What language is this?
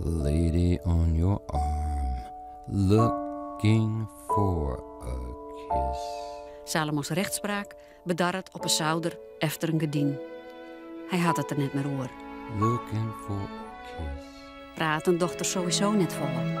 Western Frisian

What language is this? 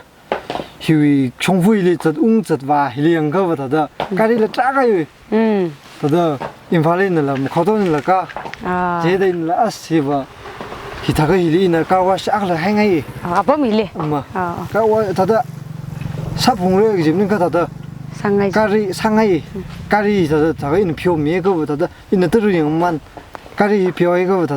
Tangkhul Naga (India)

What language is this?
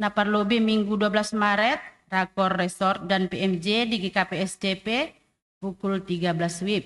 Batak Simalungun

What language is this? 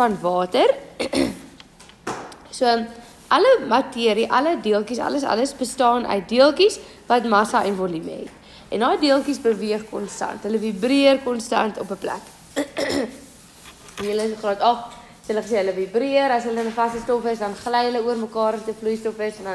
Afrikaans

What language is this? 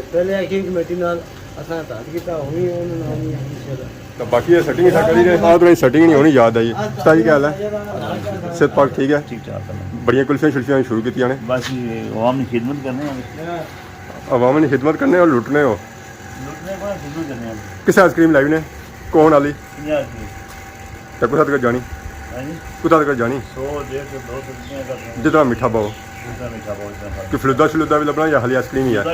Pahari-Potwari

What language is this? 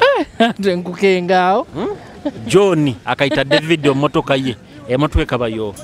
Nyoro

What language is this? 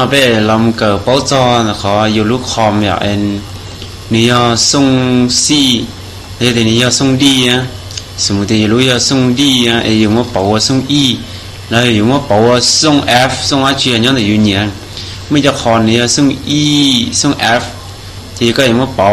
Hmong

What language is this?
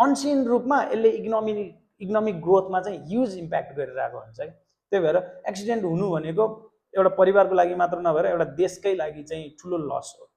Nepali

